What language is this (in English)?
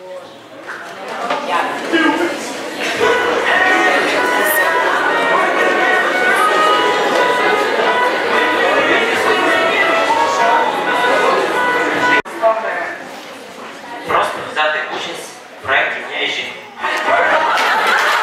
Ukrainian